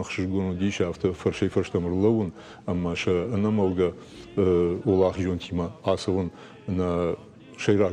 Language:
Ossetic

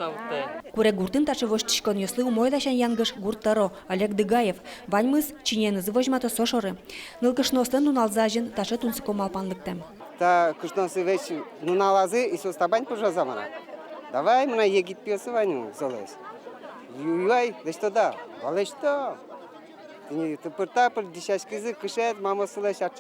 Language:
Udmurt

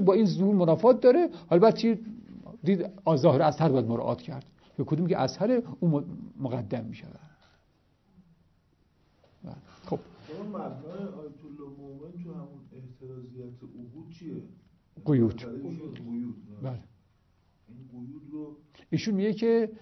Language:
Persian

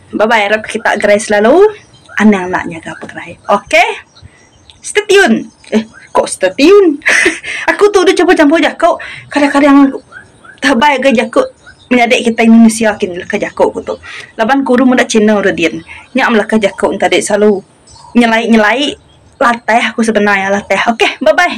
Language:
Iban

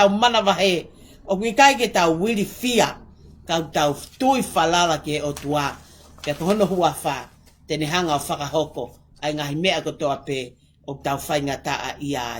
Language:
Tongan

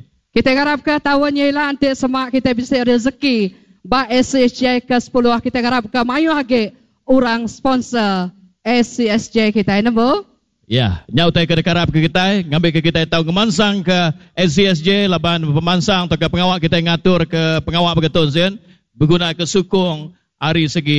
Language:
Iban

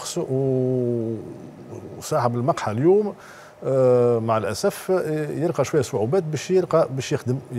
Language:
Tunisian Arabic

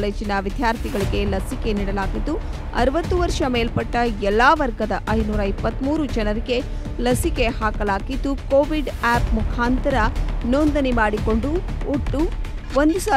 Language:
Kannada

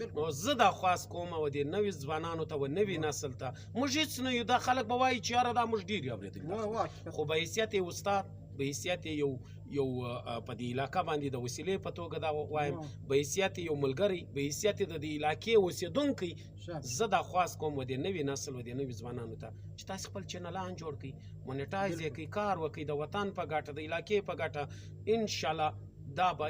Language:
Pashto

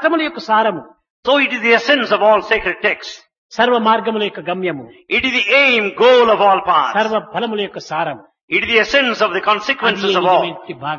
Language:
Telugu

